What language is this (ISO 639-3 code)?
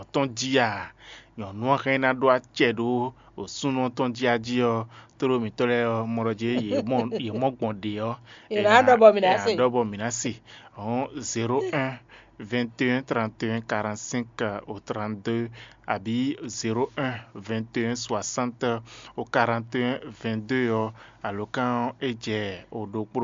fon